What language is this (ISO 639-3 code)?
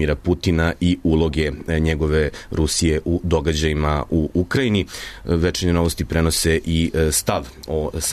srp